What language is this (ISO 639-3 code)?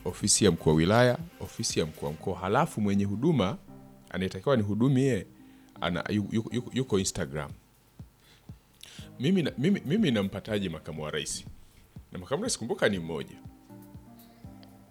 swa